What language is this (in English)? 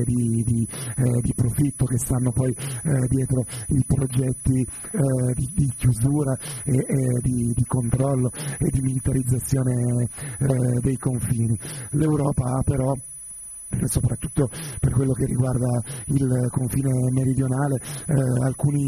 Italian